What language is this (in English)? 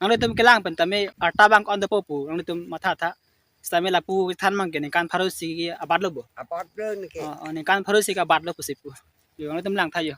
Karbi